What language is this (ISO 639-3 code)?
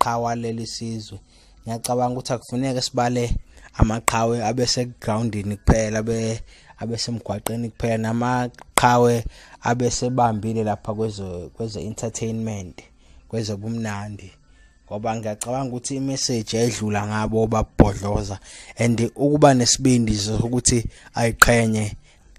zul